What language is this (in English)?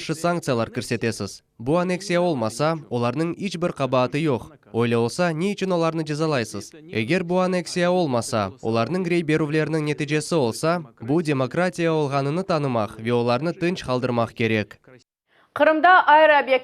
Crimean Tatar